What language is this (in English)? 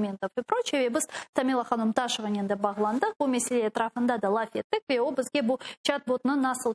Crimean Tatar